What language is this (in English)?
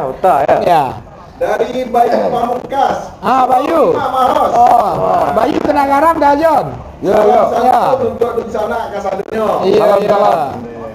Minangkabau